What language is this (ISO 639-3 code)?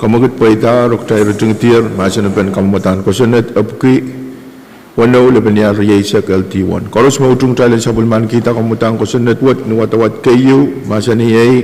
pon